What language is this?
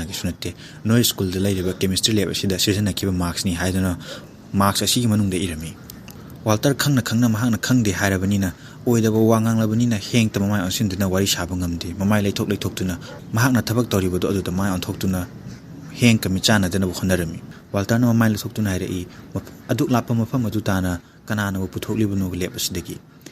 Manipuri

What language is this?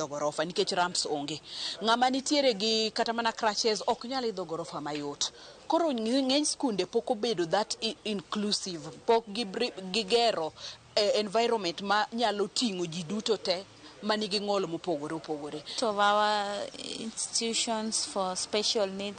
Luo (Kenya and Tanzania)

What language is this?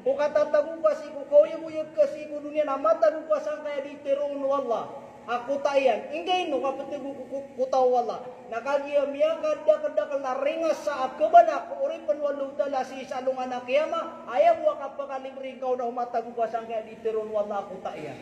Maranao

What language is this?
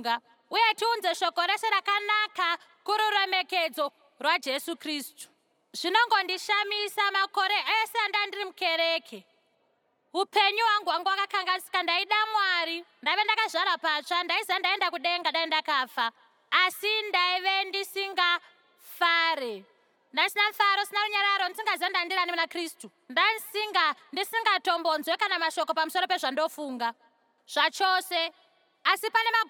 Shona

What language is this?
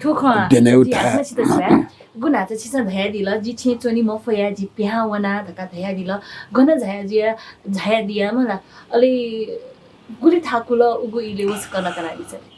Newari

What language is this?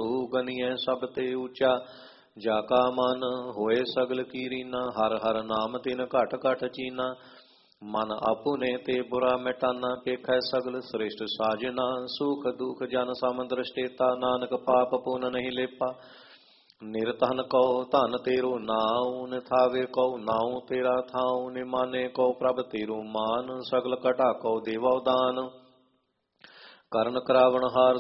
Punjabi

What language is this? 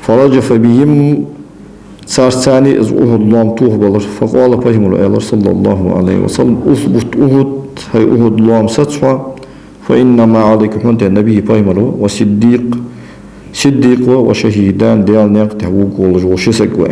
Ingush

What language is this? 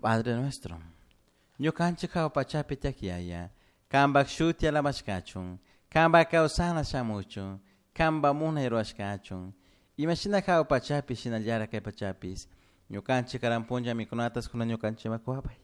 Chimborazo Highland Quichua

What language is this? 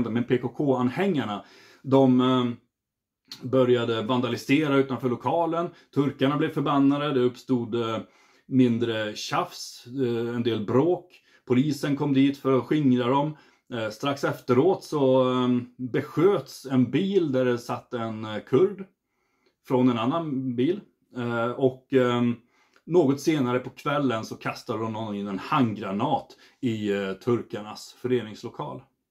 Swedish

